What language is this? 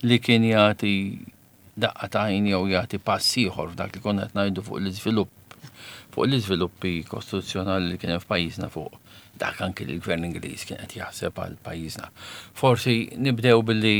Maltese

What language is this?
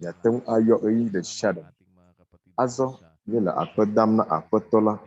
Ewe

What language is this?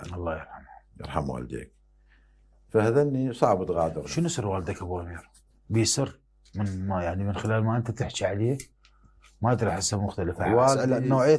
Mesopotamian Arabic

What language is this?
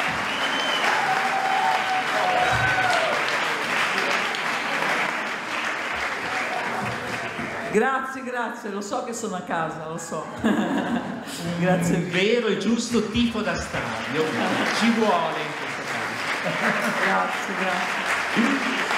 Italian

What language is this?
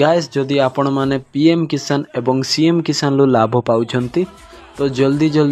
Odia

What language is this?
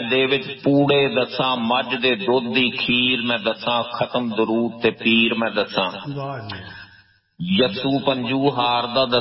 Punjabi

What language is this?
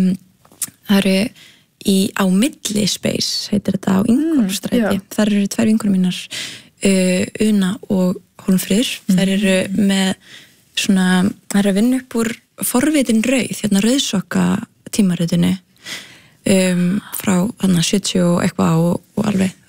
Icelandic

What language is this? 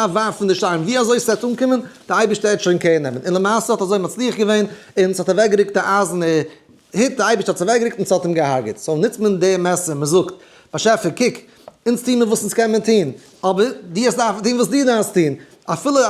Yiddish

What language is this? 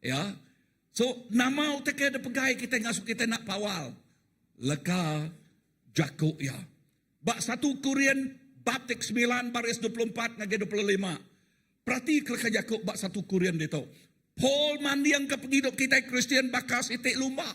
Iban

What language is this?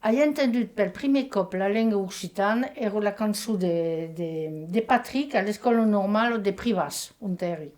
Occitan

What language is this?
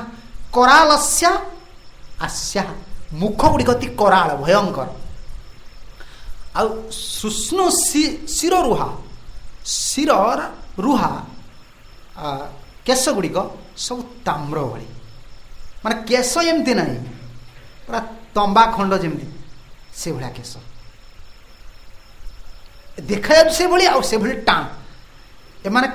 Odia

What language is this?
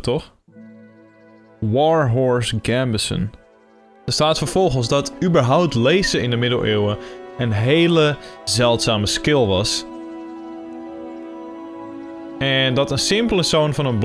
Dutch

